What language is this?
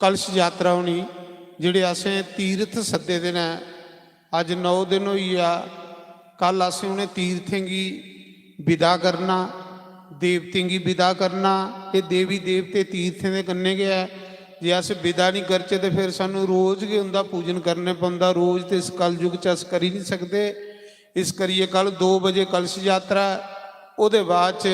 Dogri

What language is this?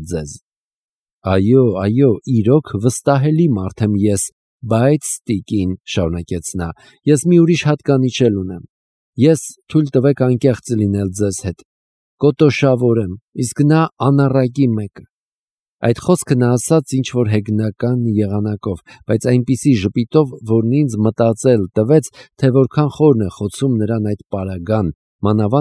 Armenian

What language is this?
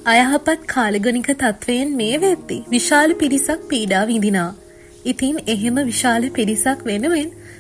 Sinhala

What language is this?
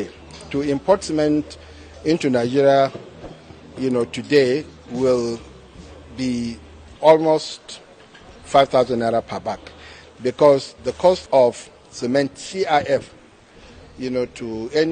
Nigerian Pidgin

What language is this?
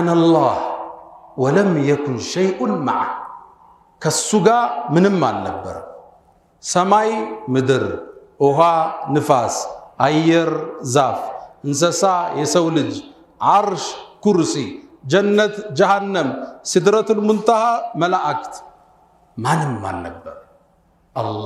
Amharic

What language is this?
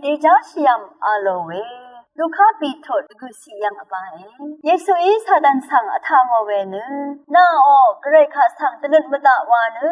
Rawang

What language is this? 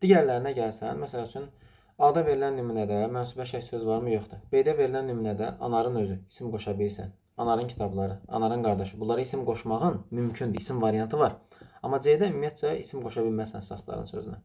Azerbaijani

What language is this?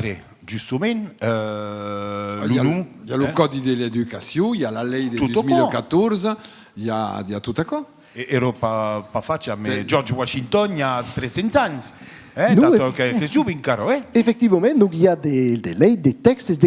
Occitan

